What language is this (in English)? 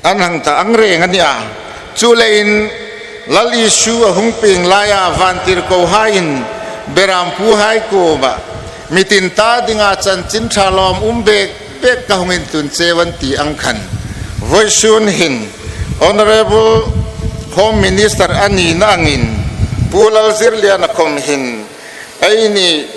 Hmar